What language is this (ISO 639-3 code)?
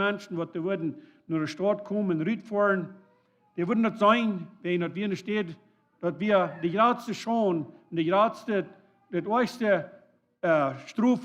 pdt